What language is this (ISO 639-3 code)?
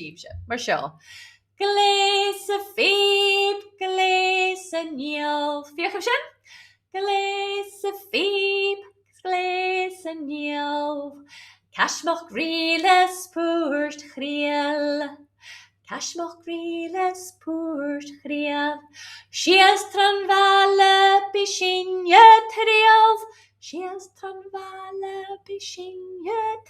gla